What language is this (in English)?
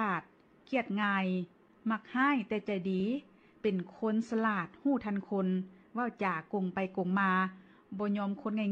Lao